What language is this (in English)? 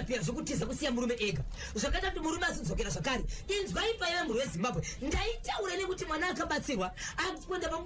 Shona